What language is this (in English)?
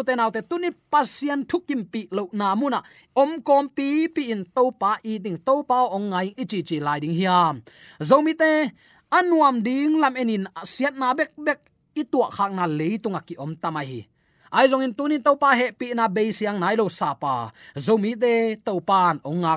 Tedim Chin